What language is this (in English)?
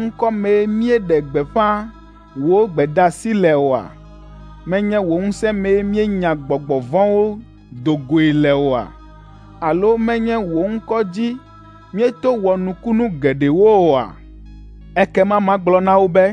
Ewe